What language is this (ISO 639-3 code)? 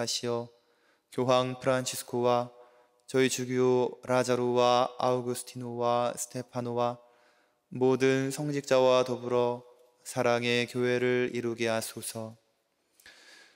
kor